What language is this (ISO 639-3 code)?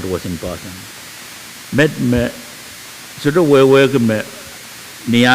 pon